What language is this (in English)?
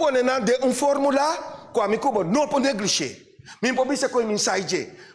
Papiamento